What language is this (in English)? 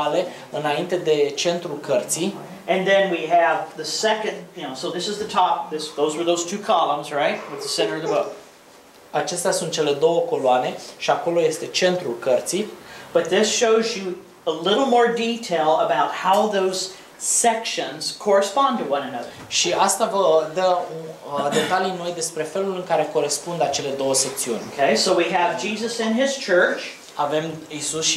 Romanian